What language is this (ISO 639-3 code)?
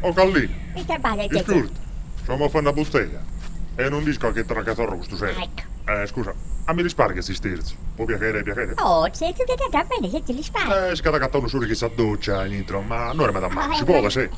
srd